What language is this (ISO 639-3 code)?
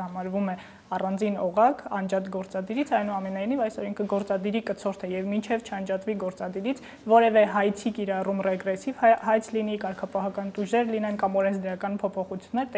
hye